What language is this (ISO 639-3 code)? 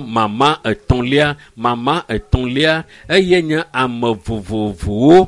ewe